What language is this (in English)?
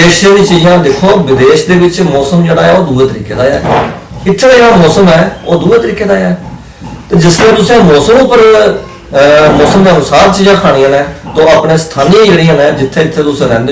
Dogri